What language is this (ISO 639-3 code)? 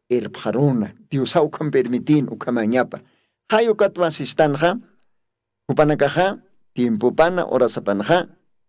aym